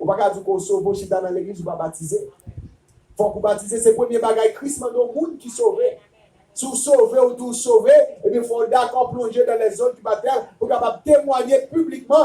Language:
Haitian Creole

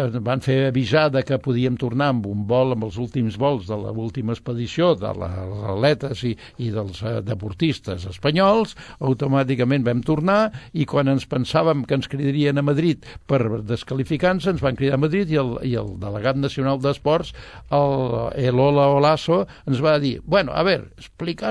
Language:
Catalan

